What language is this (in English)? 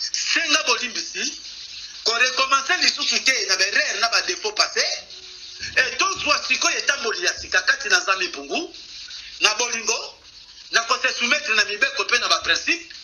Lingala